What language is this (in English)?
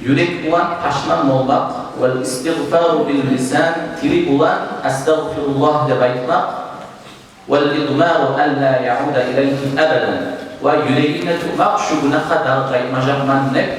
Kumyk